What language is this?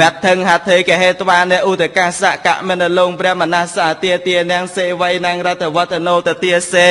Khmer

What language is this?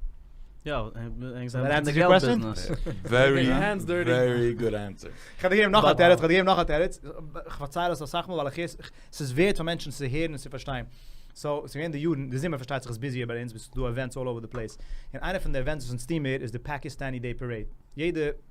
Yiddish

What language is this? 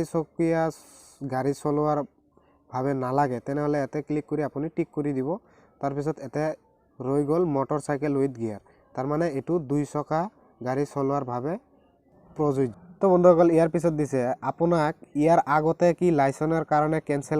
Assamese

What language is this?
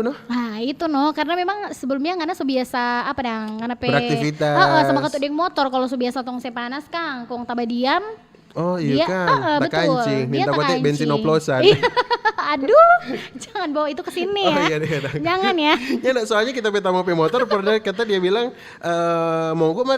Manado Malay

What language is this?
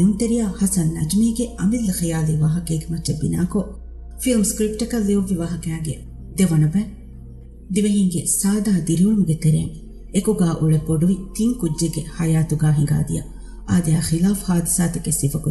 Divehi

